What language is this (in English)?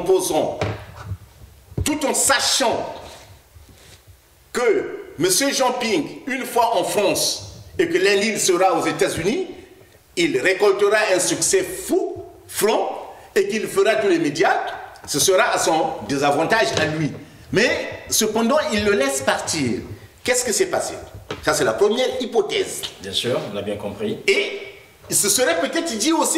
French